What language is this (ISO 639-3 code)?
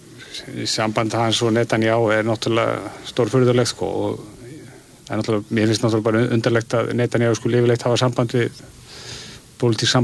isl